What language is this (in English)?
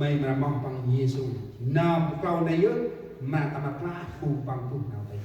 Central Mnong